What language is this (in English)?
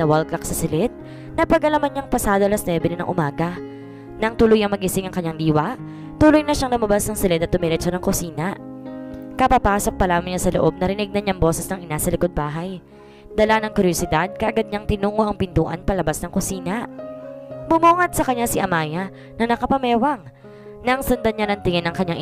Filipino